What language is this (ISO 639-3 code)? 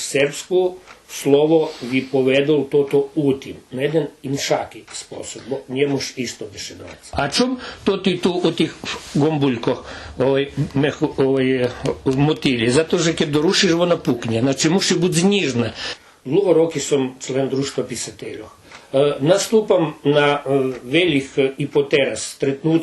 rue